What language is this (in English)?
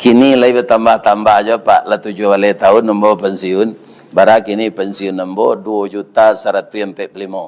Minangkabau